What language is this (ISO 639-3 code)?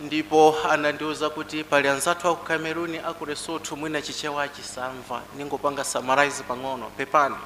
nya